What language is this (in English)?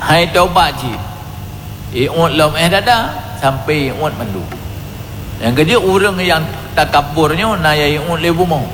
Achinese